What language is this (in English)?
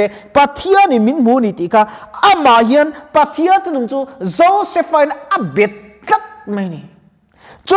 Mizo